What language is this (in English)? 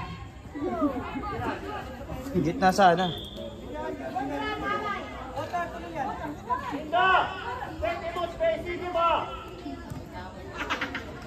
Filipino